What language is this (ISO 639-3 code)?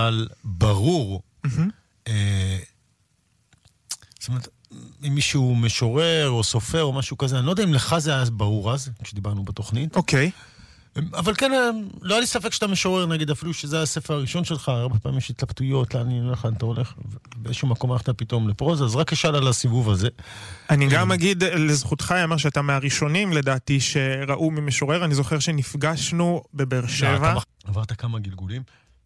heb